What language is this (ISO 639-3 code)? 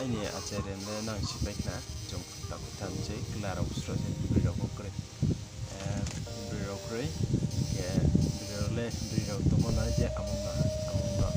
ria